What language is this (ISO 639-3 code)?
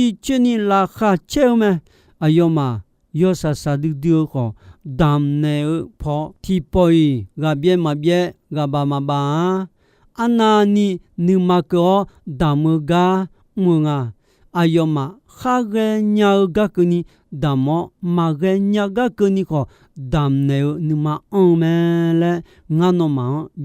ahk